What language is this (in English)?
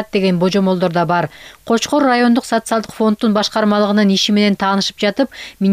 Kyrgyz